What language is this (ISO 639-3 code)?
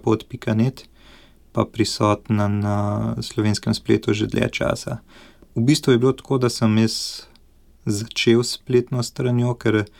slv